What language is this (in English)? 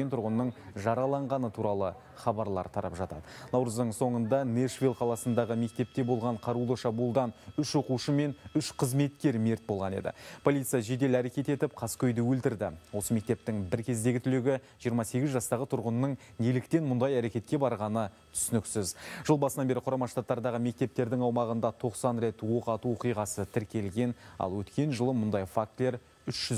Kazakh